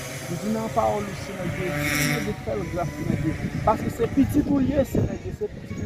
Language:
Haitian Creole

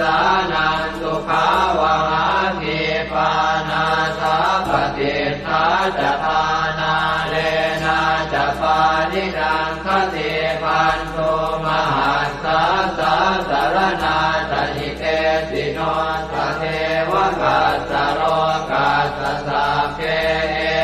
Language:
Pali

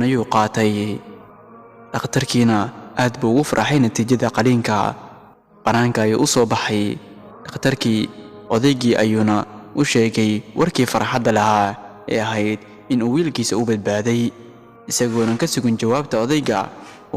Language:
Somali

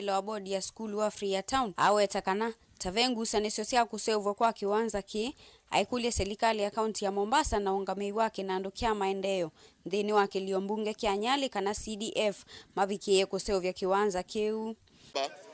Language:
Kamba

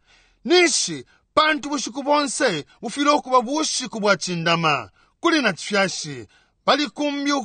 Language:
Bemba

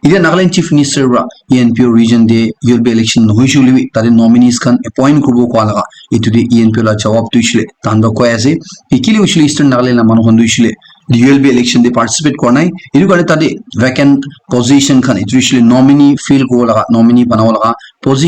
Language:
Naga Pidgin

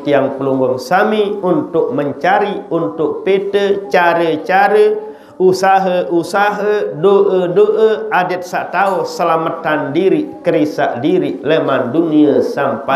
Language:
Sasak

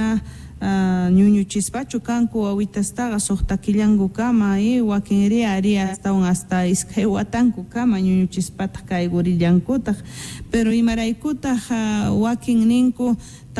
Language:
Quechua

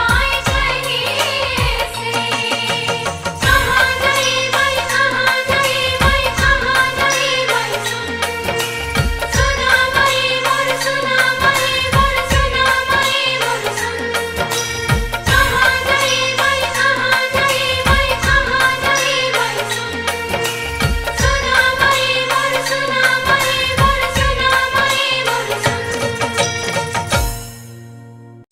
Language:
Bhojpuri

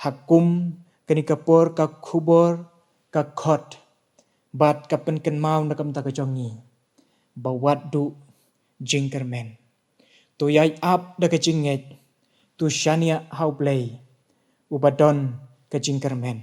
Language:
Khasi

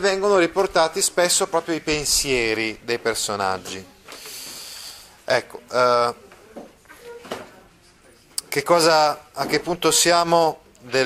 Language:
Italian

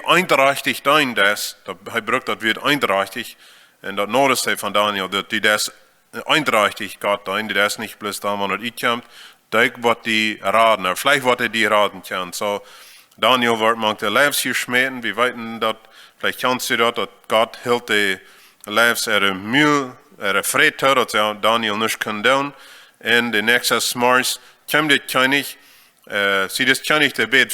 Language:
Plautdietsch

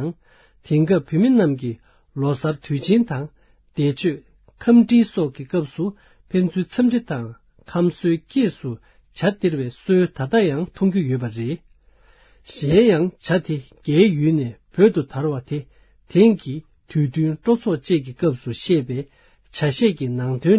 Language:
Tibetan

